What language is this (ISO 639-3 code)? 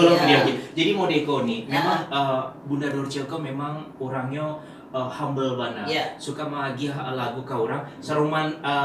min